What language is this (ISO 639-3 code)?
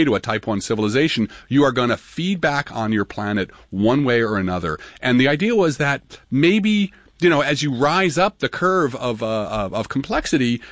eng